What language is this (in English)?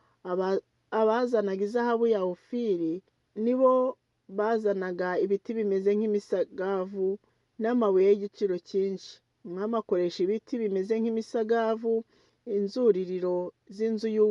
Kinyarwanda